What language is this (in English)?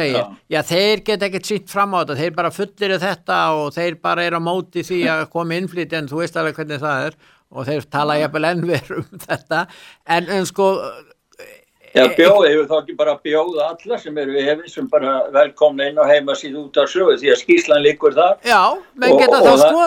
Icelandic